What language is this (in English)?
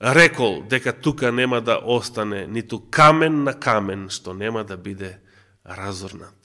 Macedonian